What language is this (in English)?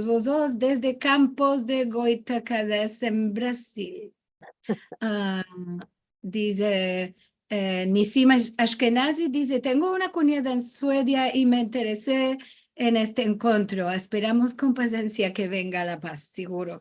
Ladino